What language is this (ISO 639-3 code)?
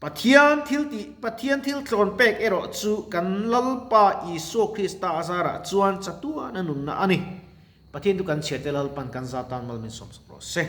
lus